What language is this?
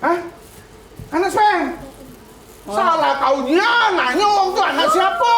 Musi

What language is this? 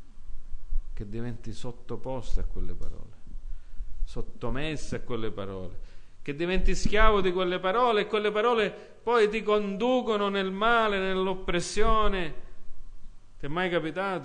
Italian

